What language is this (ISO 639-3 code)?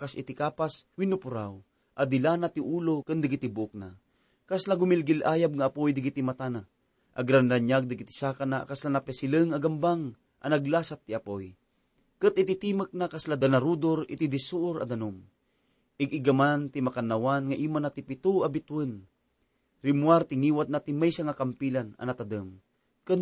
ilo